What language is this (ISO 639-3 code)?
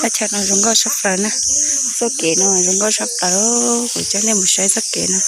hmn